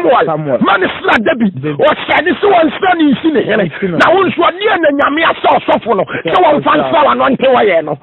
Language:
Akan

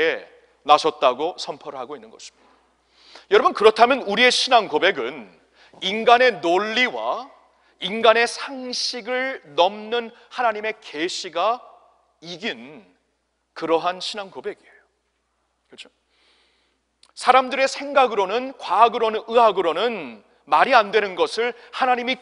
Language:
Korean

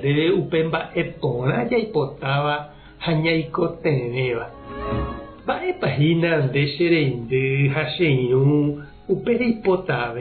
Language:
Guarani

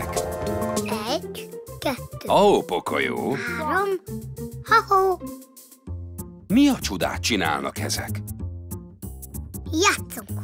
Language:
Hungarian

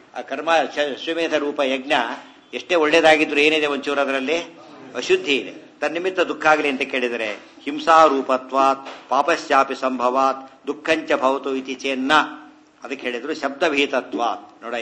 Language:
Kannada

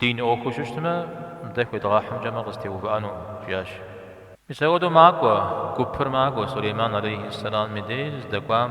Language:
Kabardian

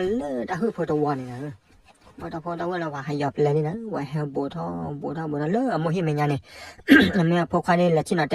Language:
S'gaw Karen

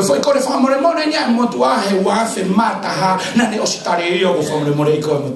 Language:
Tongan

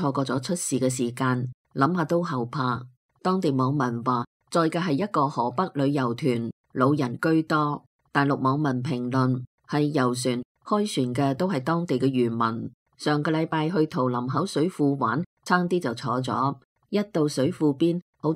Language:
Cantonese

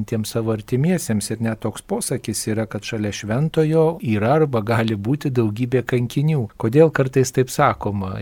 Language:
Lithuanian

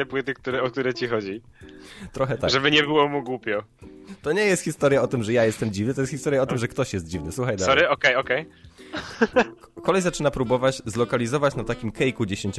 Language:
Polish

